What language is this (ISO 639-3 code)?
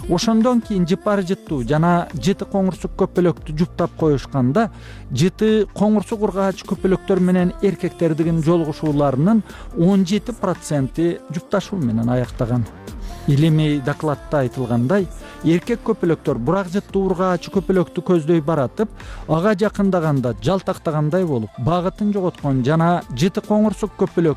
kir